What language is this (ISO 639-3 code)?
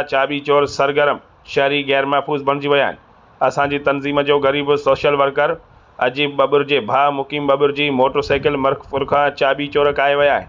snd